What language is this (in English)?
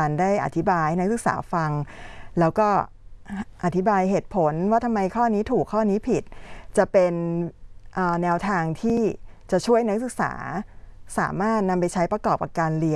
Thai